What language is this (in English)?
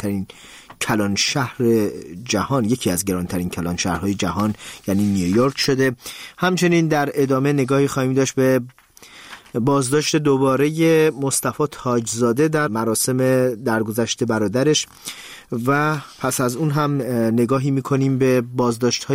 Persian